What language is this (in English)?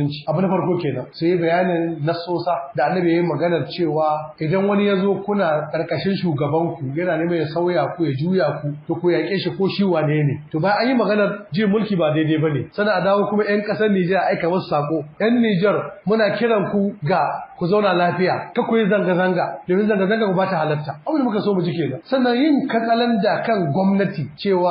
Hausa